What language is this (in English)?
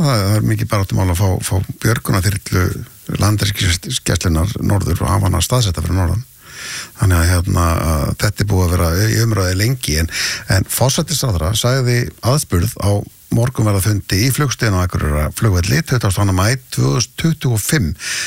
Icelandic